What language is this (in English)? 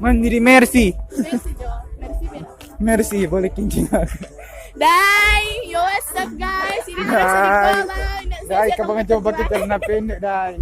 Manado Malay